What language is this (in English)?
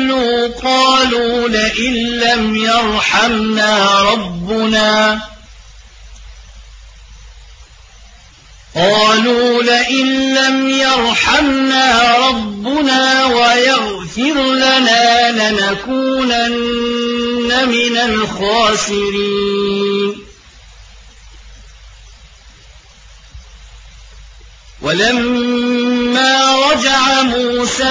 Arabic